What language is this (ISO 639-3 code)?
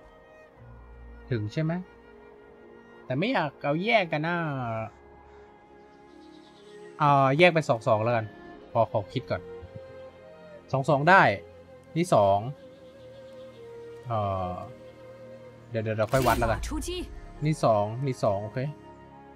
tha